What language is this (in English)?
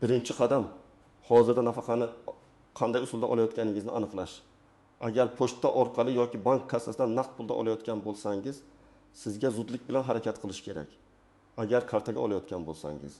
Uzbek